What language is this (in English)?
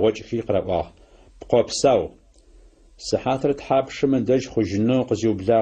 Adyghe